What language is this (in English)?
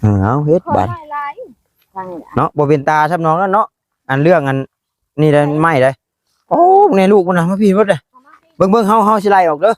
Northeastern Thai